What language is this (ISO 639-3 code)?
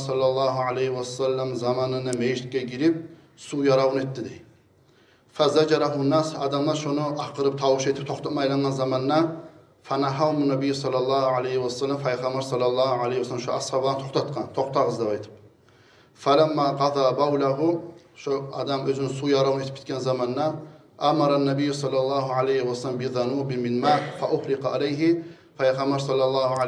kum